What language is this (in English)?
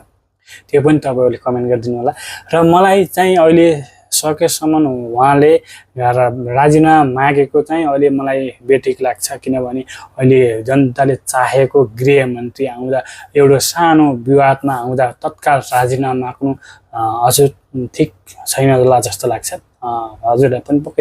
Nepali